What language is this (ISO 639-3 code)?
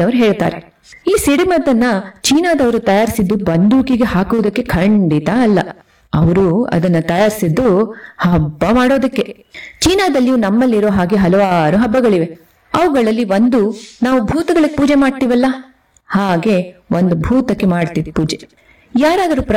kan